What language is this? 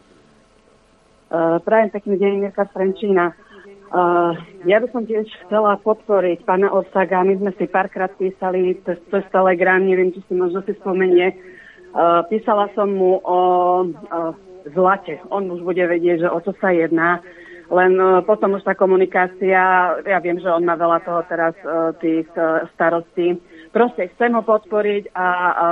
Slovak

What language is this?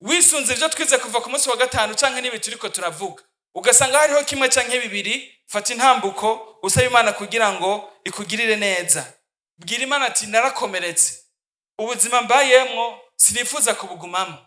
Rundi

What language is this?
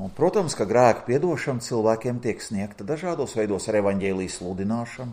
Latvian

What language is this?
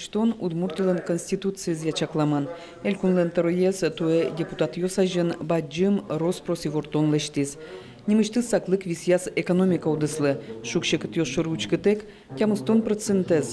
Udmurt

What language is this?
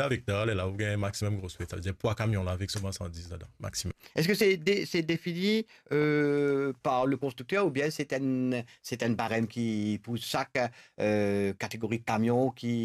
Morisyen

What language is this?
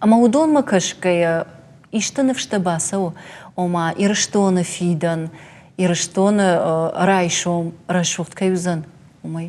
Ossetic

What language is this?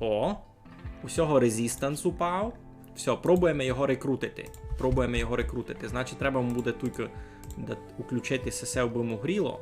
Rusyn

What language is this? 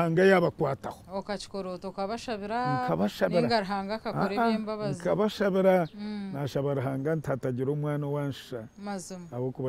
Nyankole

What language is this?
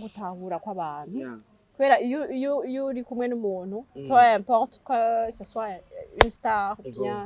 Rundi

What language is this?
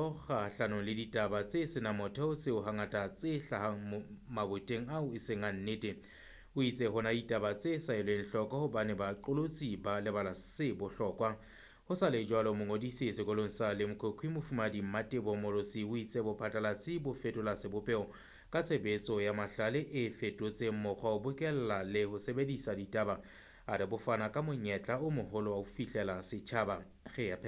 Southern Sotho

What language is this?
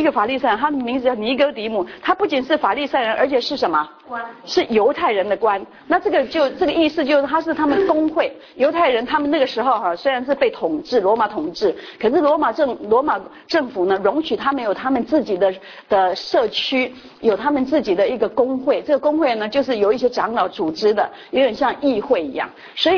Chinese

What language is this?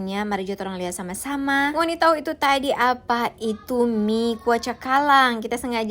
Manado Malay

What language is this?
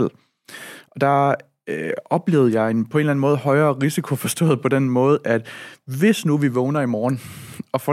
Danish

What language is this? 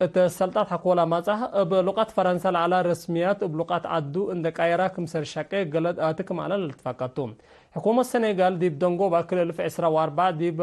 Tigre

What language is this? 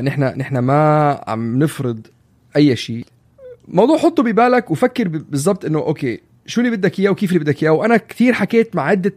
North Levantine Arabic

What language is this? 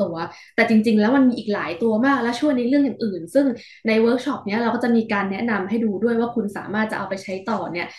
Thai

